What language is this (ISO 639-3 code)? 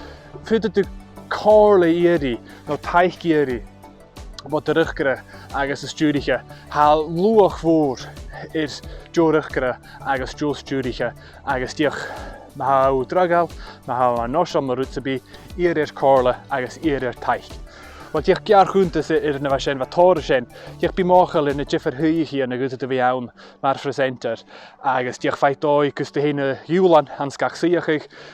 gla